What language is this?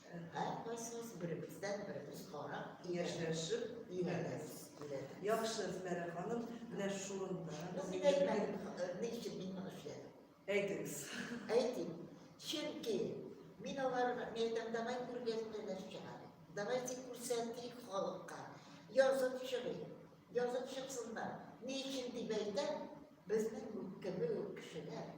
Tatar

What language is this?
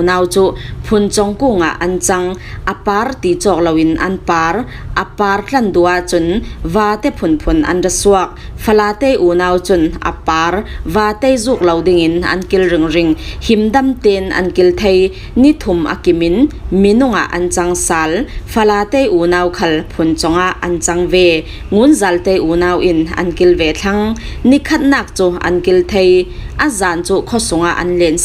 Falam Chin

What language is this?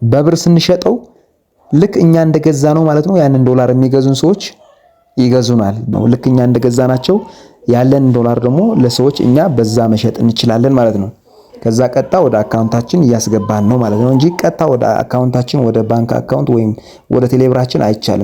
Amharic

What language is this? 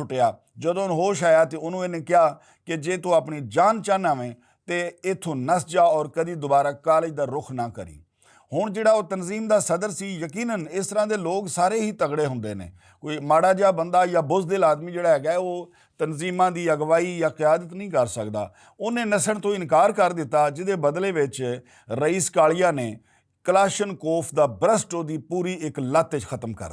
Western Panjabi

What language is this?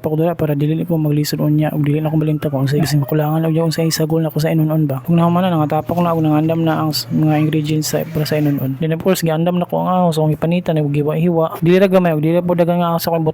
Cebuano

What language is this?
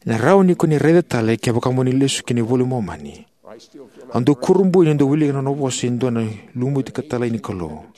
Fijian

